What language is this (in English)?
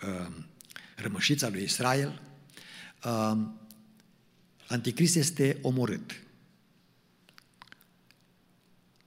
Romanian